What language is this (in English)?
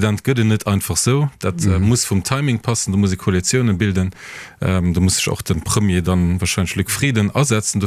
Luxembourgish